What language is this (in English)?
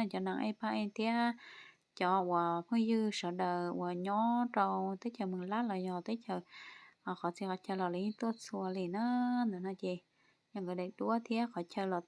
Hmong